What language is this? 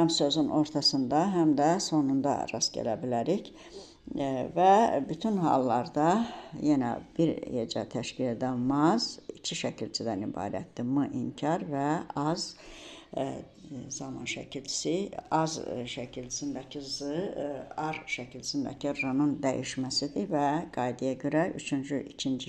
Azerbaijani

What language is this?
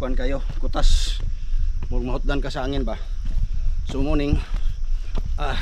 Cebuano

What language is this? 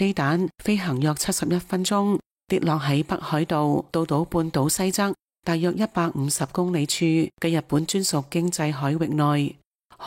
Cantonese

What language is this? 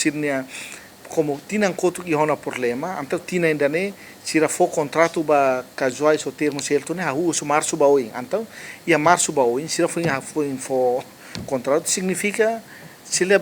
Tetum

